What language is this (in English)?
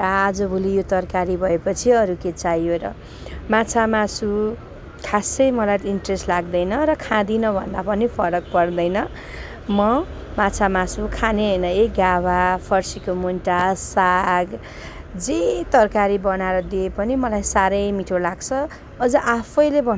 Nepali